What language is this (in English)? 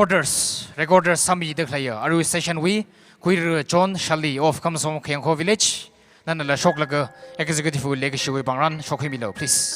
Tangkhul Naga (India)